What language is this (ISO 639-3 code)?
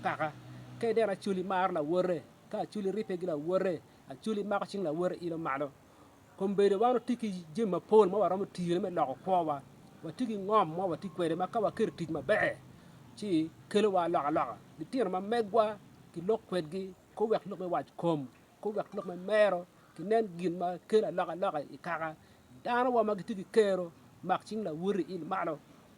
ach